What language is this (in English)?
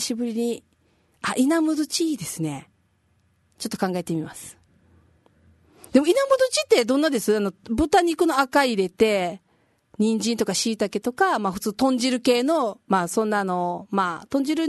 Japanese